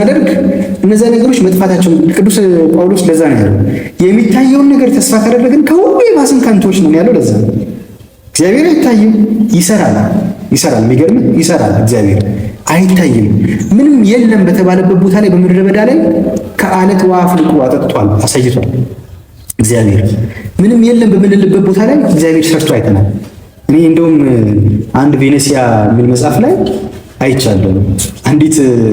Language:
Amharic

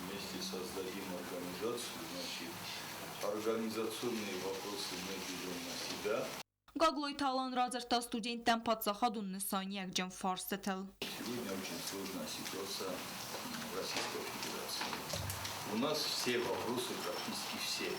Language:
Ossetic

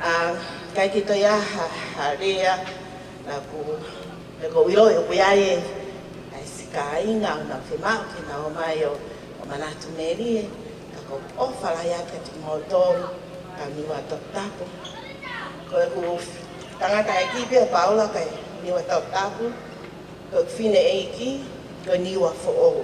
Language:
Tongan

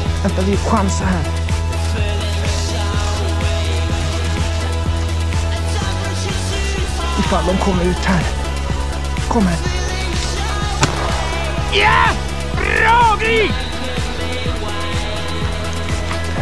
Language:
Swedish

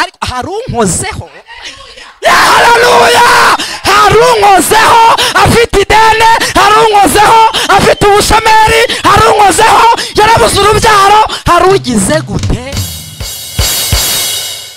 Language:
Kinyarwanda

